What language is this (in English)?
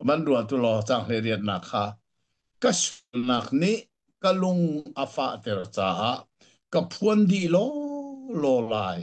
Hakha Chin